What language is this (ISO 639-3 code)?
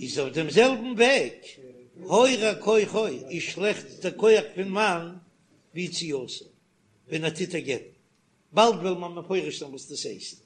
yid